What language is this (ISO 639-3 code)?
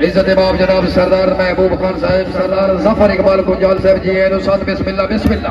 skr